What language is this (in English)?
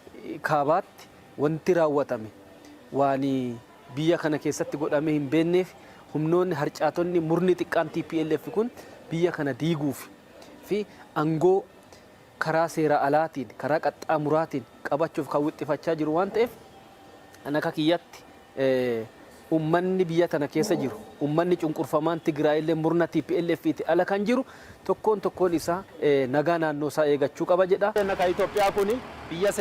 Oromo